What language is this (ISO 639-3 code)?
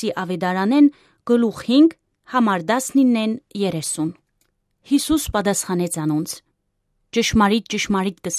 hye